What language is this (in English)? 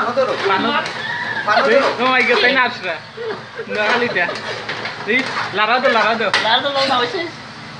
Sylheti